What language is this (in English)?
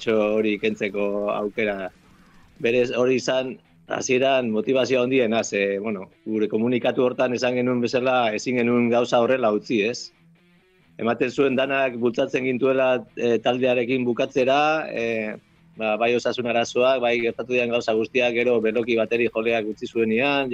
Basque